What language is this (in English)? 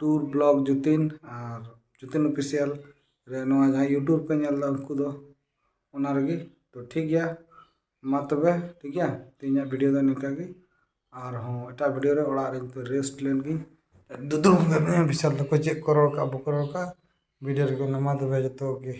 Santali